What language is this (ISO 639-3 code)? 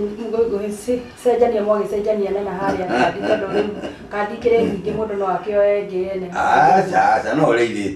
kik